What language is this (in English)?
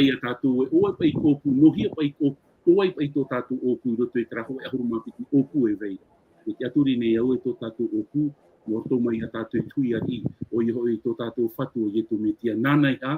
Tahitian